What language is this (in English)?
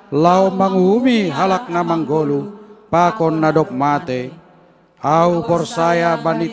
Batak Simalungun